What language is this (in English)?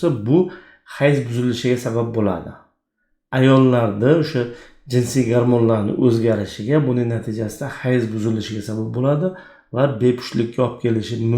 Uzbek